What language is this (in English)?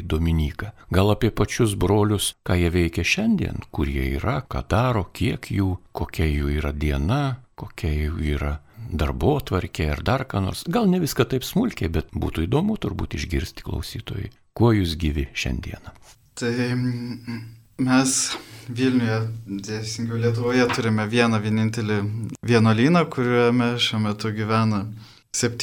Lithuanian